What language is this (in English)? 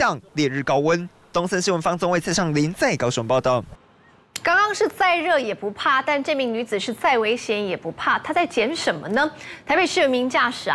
Chinese